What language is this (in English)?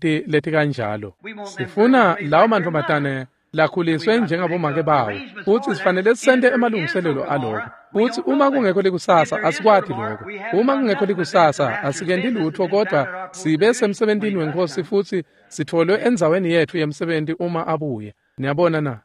Swati